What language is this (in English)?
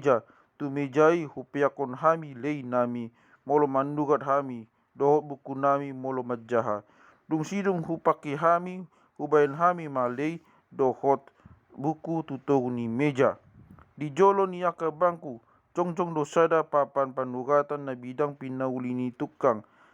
Batak Toba